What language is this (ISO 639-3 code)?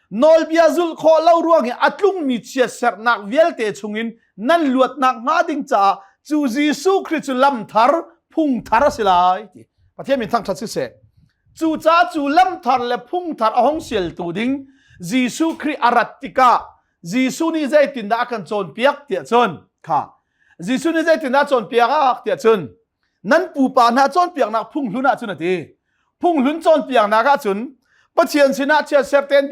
cnh